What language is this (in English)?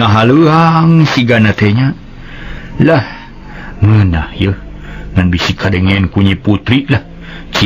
Sundanese